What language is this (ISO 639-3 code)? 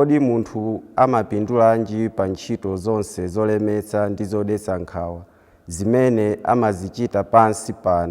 nya